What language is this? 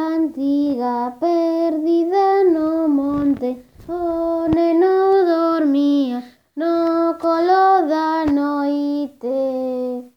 Galician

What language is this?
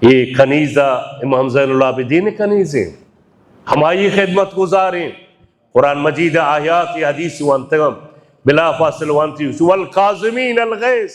Baluchi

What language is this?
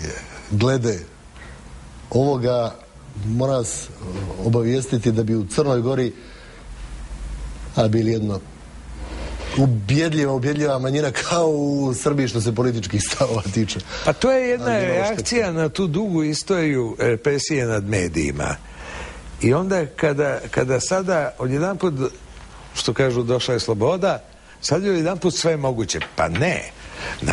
Serbian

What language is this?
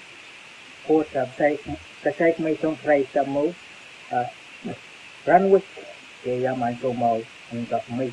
Pohnpeian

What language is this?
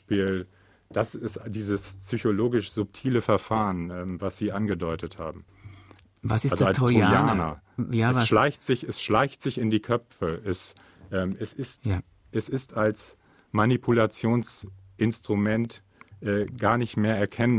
German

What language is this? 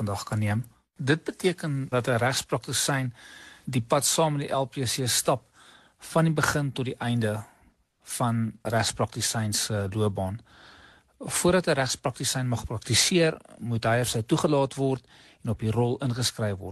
Afrikaans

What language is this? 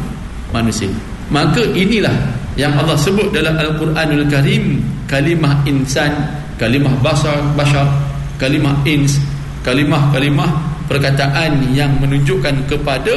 Malay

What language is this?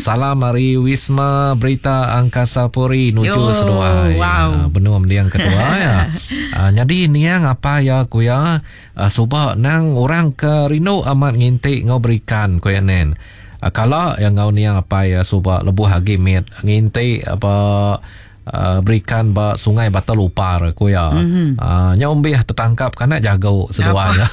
Iban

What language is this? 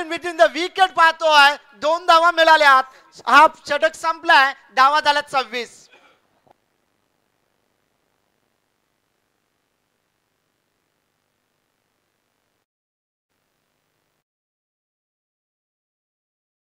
Marathi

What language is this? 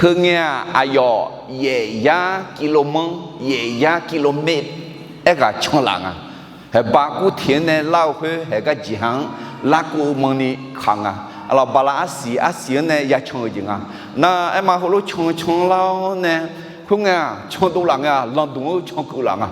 Akha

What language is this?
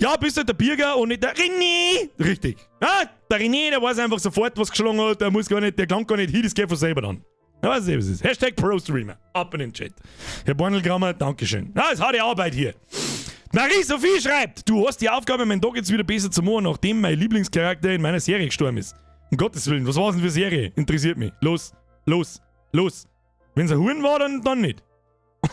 Bavarian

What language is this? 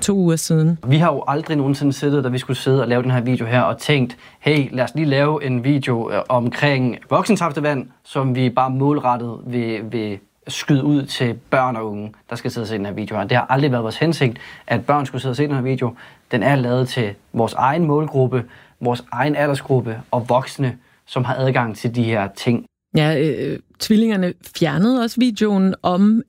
Danish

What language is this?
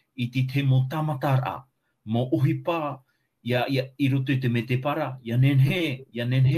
Tahitian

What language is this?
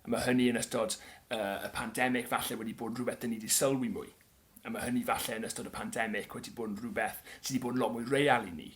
Welsh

